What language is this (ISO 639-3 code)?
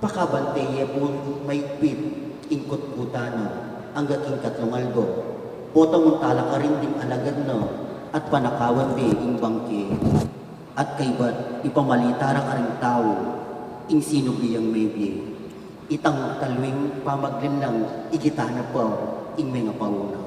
pam